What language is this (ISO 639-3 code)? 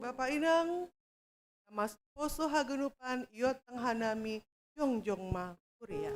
bts